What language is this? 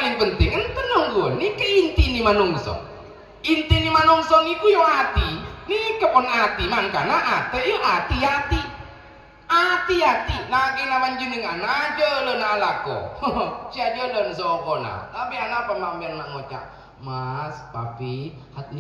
Madurese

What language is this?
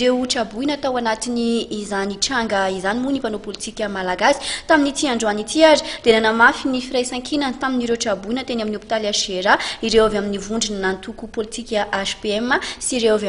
Malagasy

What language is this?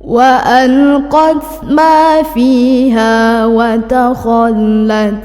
Buginese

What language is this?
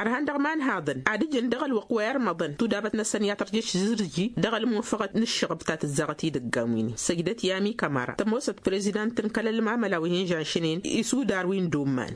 Tamasheq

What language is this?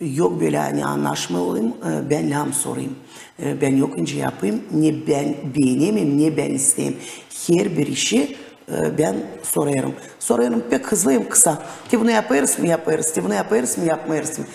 Gagauz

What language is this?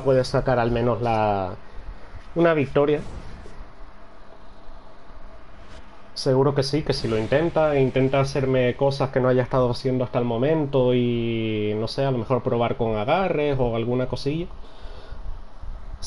Spanish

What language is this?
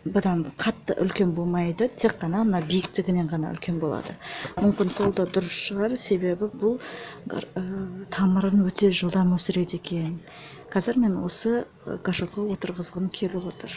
Kazakh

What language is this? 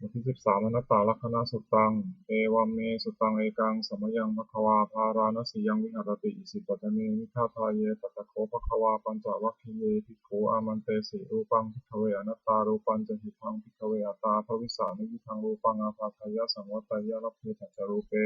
Pali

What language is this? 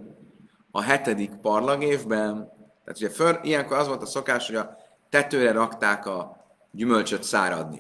Hungarian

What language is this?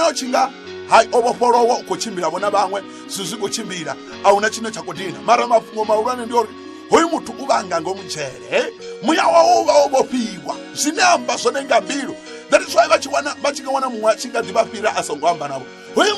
Venda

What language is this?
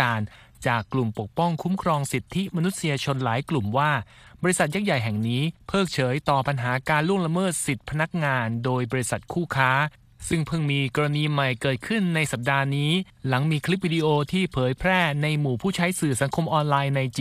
Thai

